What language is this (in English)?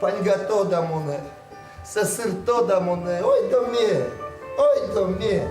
Udmurt